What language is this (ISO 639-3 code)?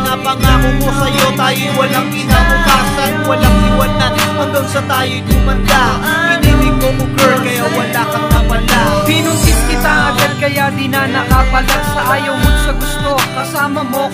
fil